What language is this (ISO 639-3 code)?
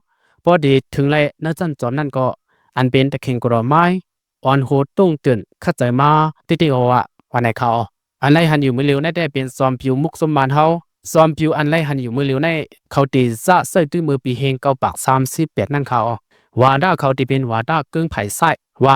shn